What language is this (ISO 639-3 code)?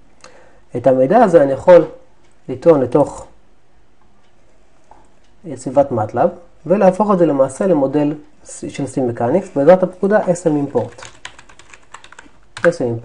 heb